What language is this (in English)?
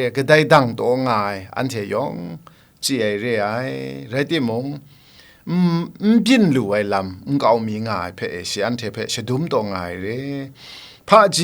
Kachin